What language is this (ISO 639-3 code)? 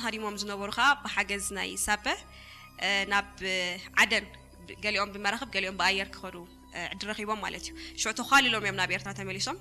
tir